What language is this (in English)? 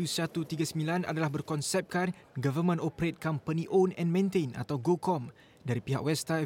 Malay